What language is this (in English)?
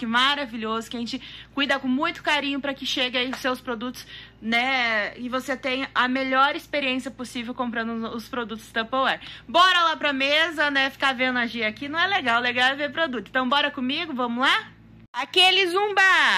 Portuguese